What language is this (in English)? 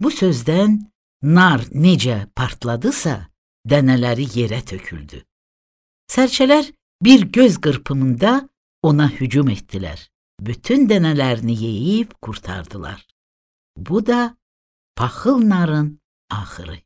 Azerbaijani